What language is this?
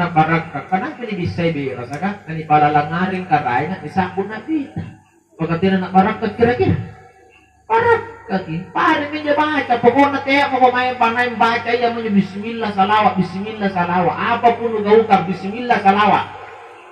Makasar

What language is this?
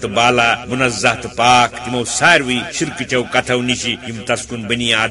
Kashmiri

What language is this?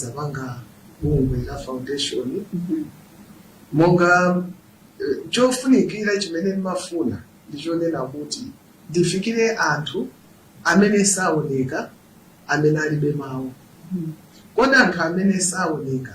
Nyanja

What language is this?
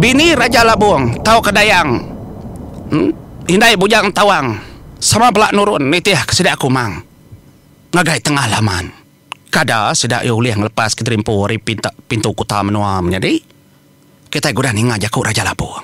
Iban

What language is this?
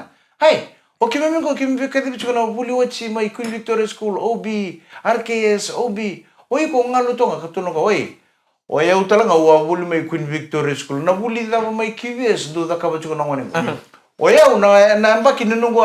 Fijian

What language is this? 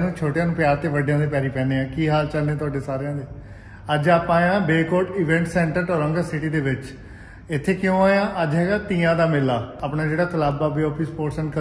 Punjabi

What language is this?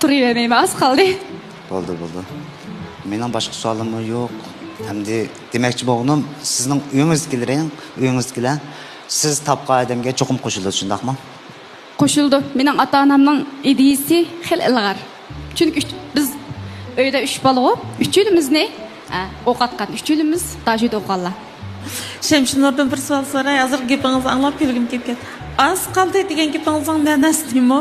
Uyghur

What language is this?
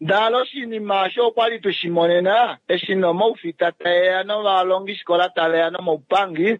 Kuanyama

